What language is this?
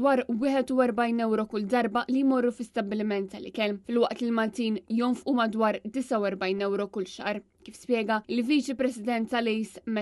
Maltese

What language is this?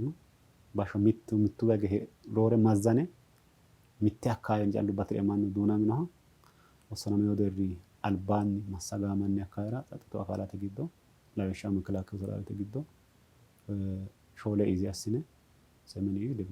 Sidamo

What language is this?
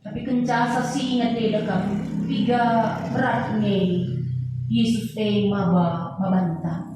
Batak Karo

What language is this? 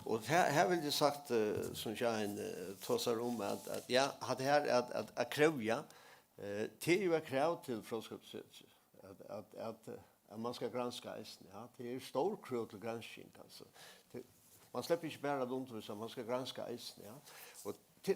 Faroese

